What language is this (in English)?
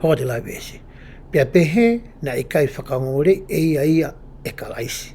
Tongan